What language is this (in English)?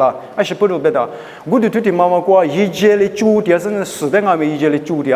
Lisu